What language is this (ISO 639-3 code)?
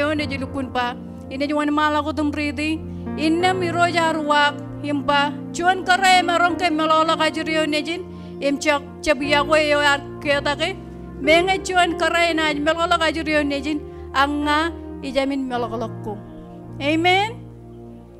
mah